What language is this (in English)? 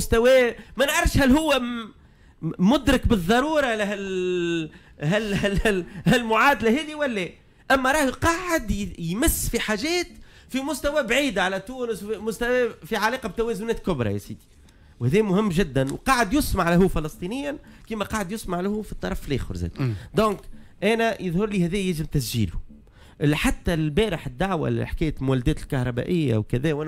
Tunisian Arabic